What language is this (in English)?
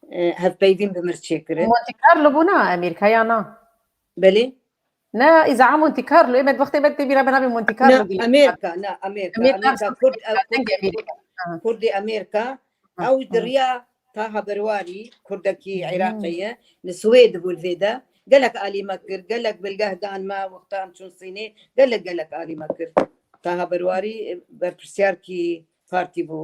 Kurdish